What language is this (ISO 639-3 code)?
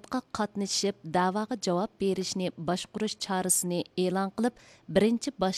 uig